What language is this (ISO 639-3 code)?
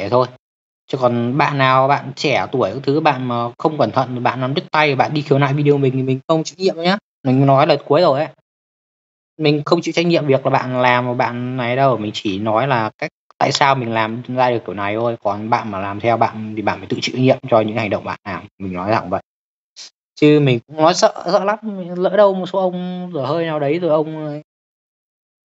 vie